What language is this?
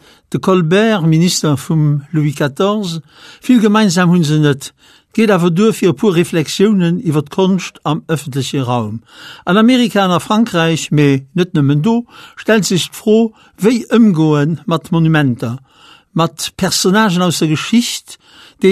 Luxembourgish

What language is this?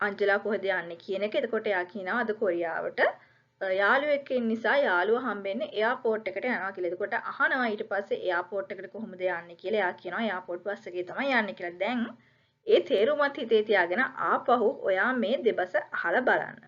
Sinhala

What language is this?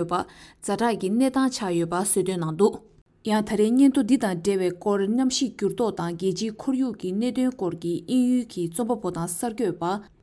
Tibetan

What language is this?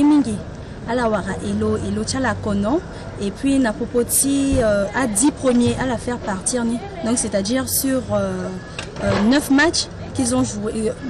Sango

